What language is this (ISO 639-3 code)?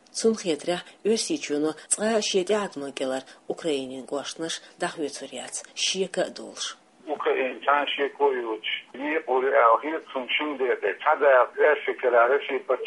che